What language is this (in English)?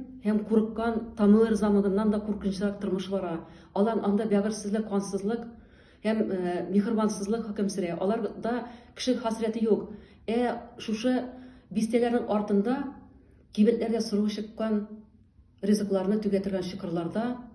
Tatar